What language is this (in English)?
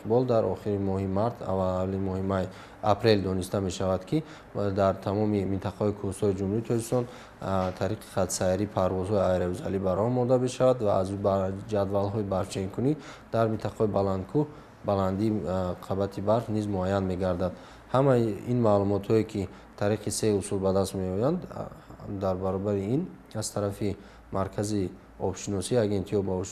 Tajik